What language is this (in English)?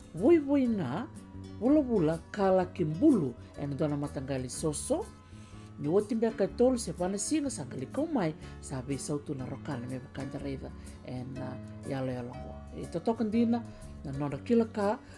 Fijian